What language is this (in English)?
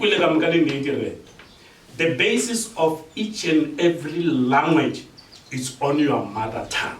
Northern Sotho